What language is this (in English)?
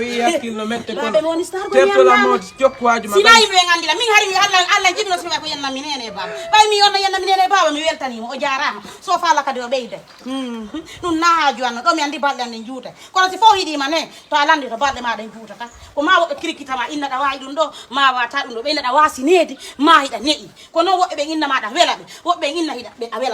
Fula